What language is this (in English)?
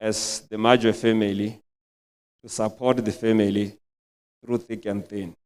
Tswana